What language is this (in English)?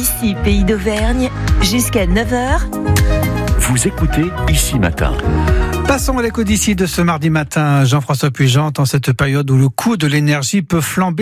French